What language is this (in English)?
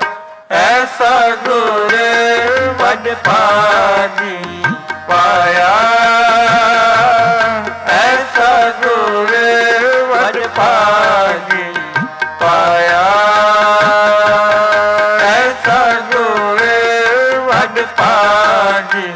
Punjabi